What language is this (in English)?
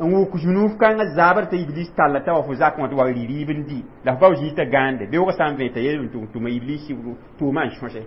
Mossi